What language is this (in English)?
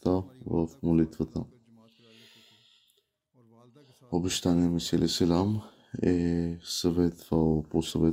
Bulgarian